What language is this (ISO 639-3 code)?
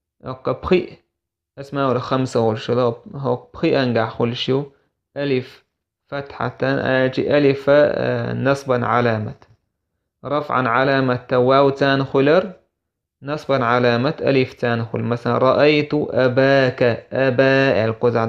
che